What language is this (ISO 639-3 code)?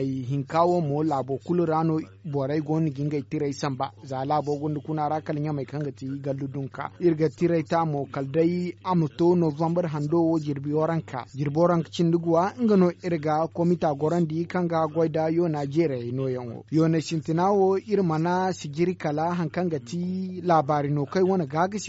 dje